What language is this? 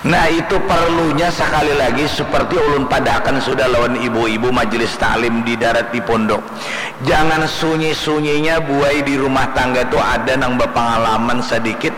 Banjar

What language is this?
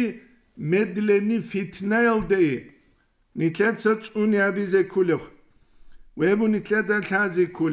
Avaric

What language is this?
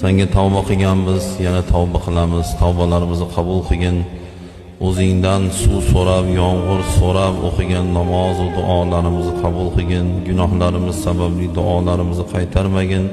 Uzbek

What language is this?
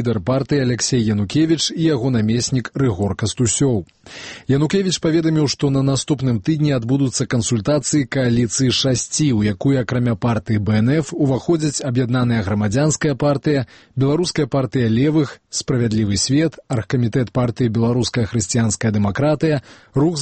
Belarusian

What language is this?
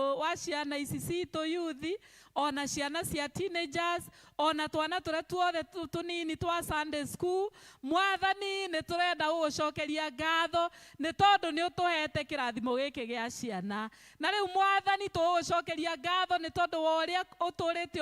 Kikuyu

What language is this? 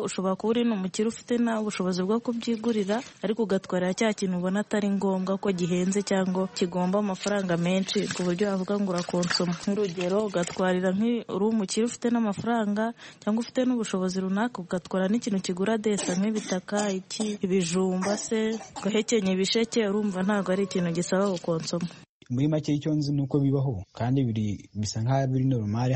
Kinyarwanda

